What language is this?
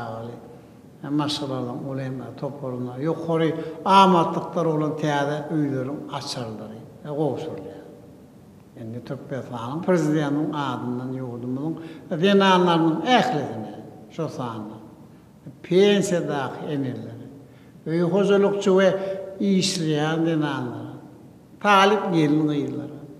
Turkmen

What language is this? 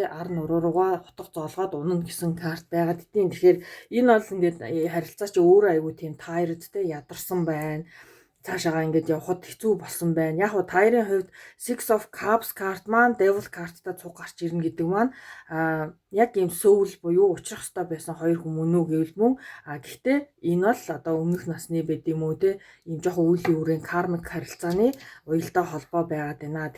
Mongolian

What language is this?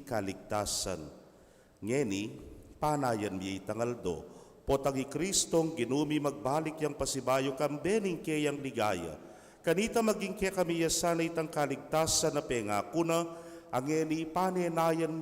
Pampanga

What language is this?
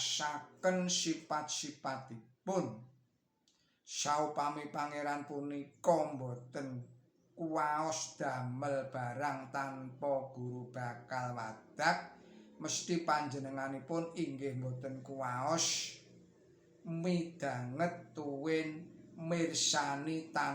Javanese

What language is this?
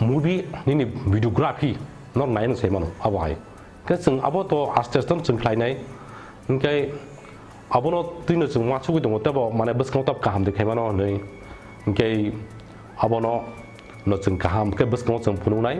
Kok Borok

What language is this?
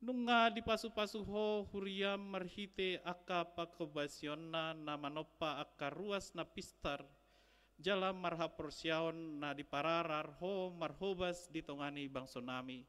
Batak Toba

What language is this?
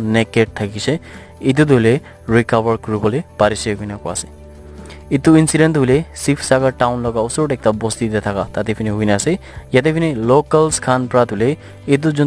Naga Pidgin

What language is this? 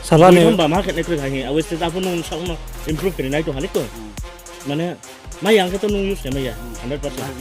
Riang (India)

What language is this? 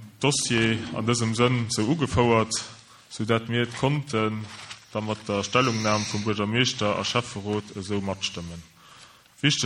Luxembourgish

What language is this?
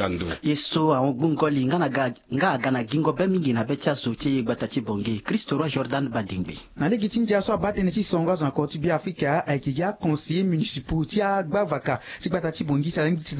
Sango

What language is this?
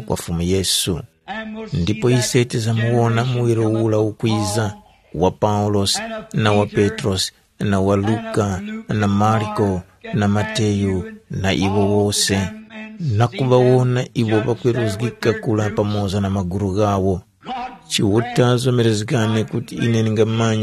Tumbuka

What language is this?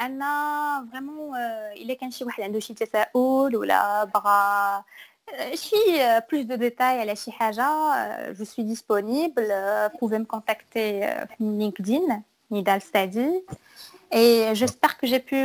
Moroccan Arabic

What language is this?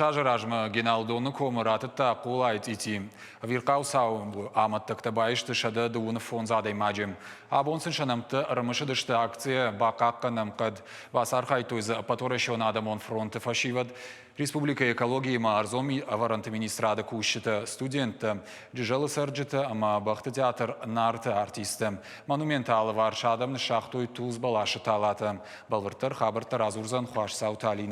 Ossetic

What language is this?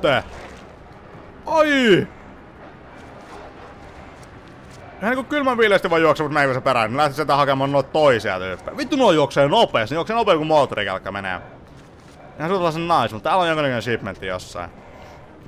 Finnish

